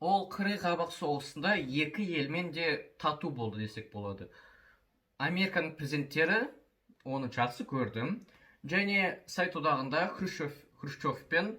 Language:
Kazakh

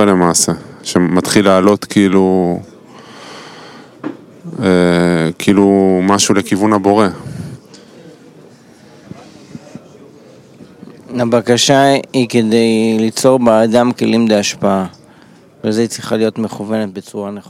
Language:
Hebrew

